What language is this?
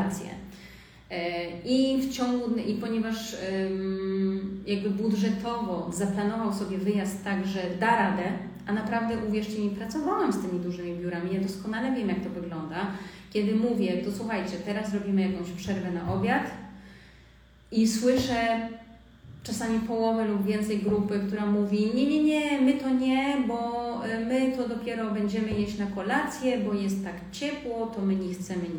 Polish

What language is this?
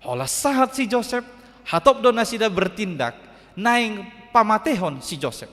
Batak Toba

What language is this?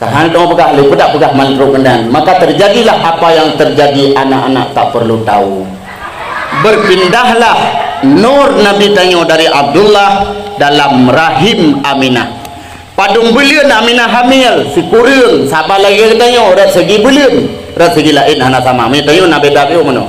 Achinese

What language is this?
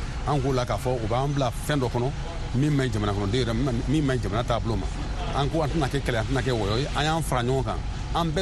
Bambara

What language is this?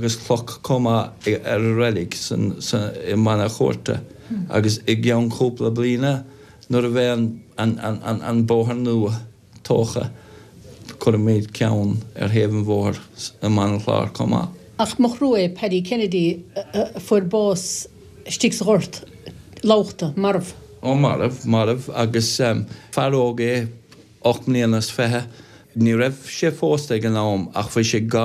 Irish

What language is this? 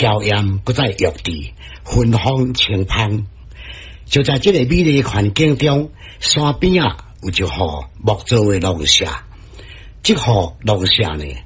Min Nan Chinese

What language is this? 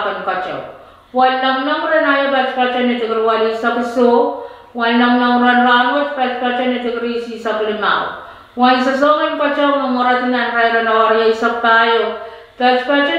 Pohnpeian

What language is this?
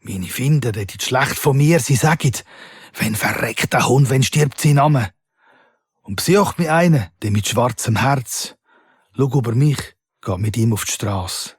Swiss German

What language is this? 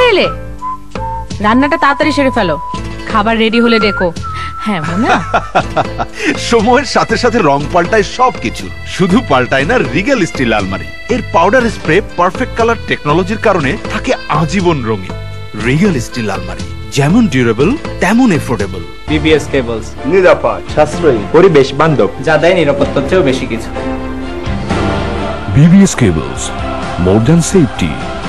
Bangla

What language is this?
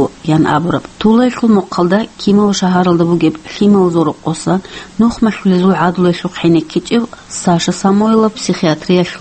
Avaric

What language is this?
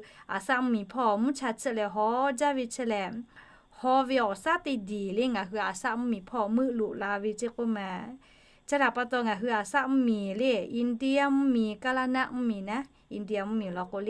Lahu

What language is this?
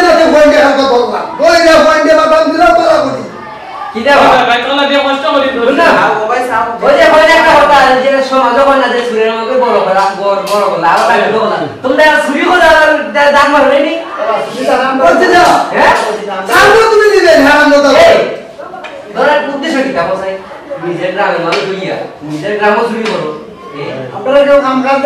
Sylheti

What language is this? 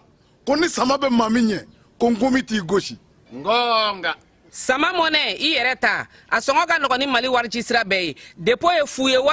Bambara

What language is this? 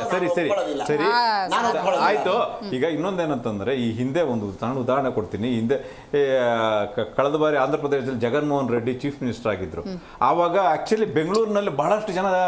Kannada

